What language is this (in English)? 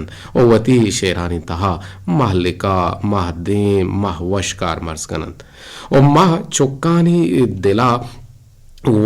Eastern Balochi